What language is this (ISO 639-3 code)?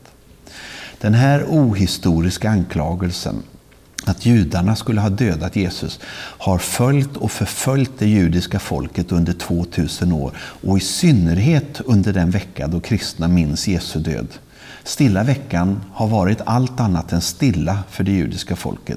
swe